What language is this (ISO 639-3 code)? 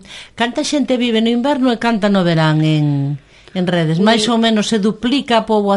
glg